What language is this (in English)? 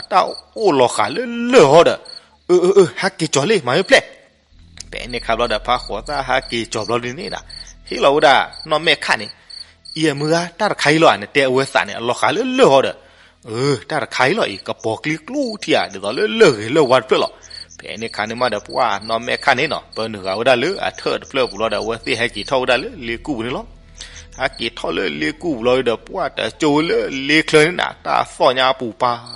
S'gaw Karen